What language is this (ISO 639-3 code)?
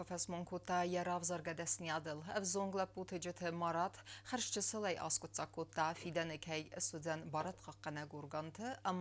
oss